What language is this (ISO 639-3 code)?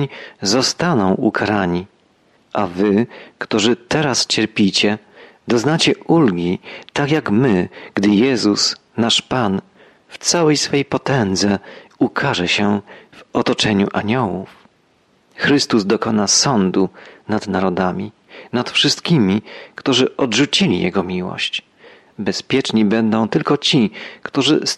pol